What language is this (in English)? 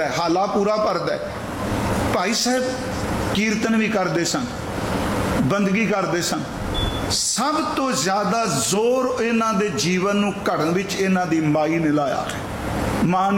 Punjabi